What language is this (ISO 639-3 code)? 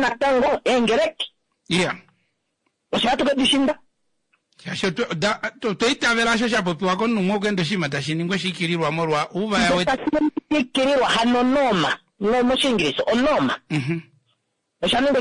kua